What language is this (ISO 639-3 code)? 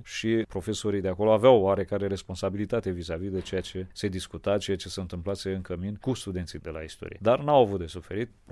ron